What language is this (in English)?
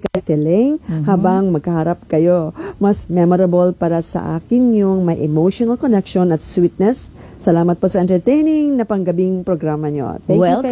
Filipino